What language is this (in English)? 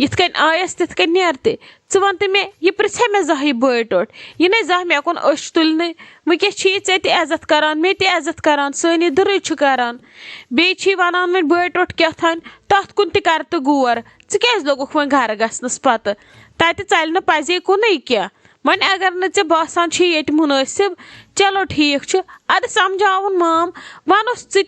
Kashmiri